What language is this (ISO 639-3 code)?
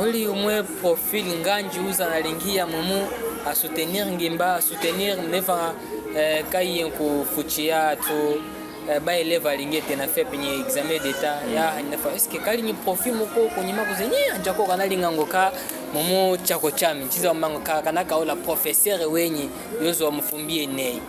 cjk